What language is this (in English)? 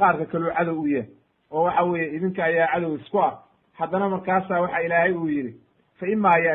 Somali